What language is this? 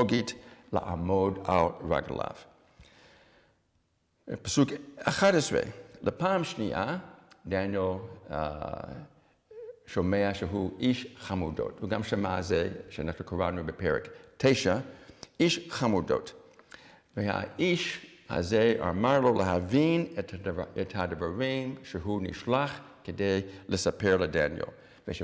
Hebrew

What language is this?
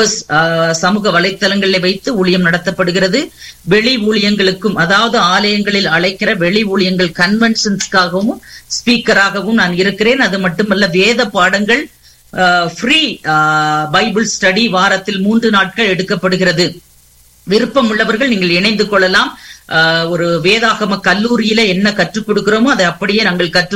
Tamil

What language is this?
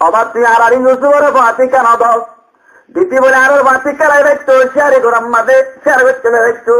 Rohingya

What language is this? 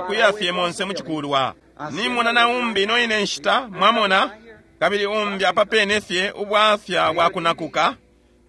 Bemba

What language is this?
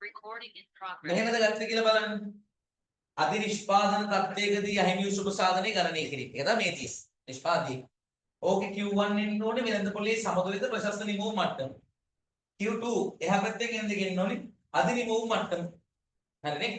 Sinhala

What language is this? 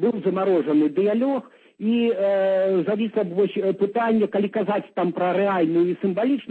Belarusian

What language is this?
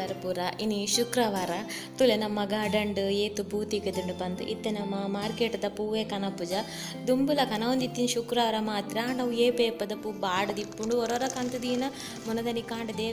Tulu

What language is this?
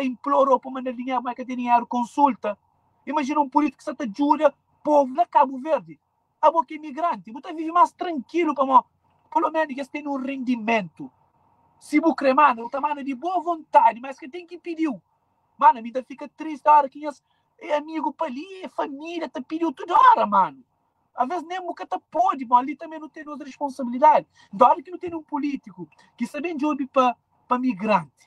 Kabuverdianu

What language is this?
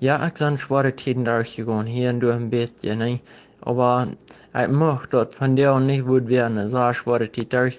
Plautdietsch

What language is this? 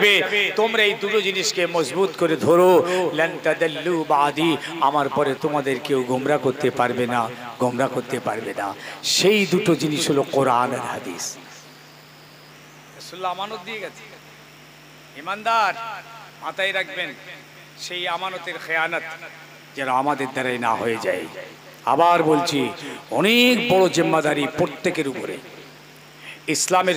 Bangla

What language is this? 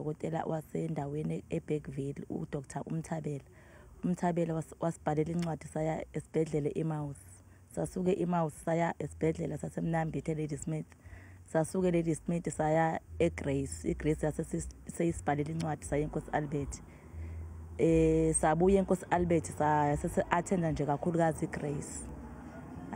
Zulu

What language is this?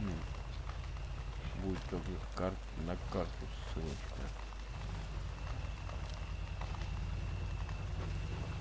Russian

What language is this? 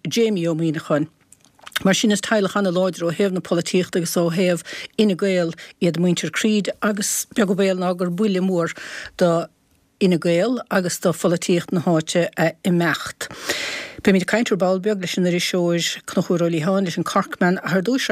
Irish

